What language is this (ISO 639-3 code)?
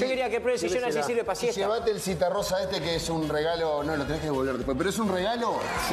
spa